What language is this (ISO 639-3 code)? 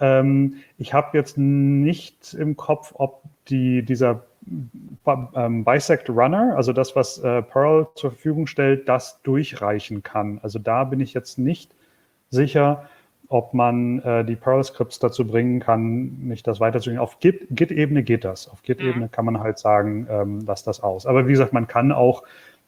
deu